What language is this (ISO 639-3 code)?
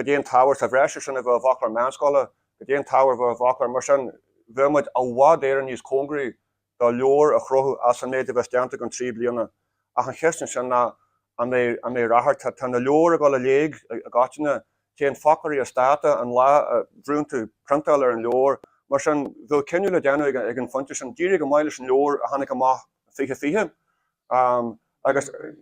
gle